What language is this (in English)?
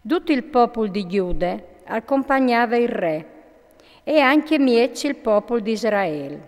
Friulian